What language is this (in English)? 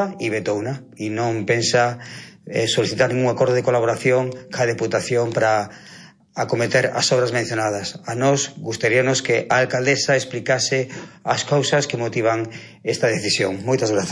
Galician